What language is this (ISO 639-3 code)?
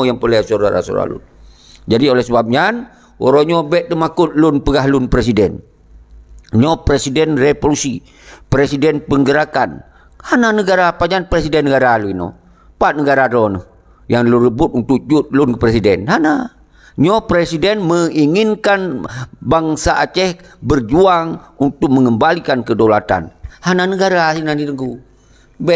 ace